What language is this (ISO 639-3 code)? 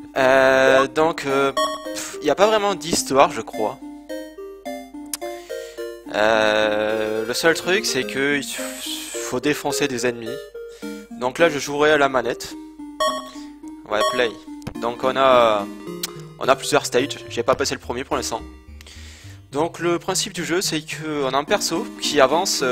fra